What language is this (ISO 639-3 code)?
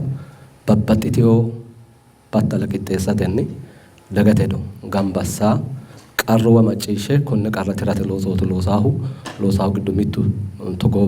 sid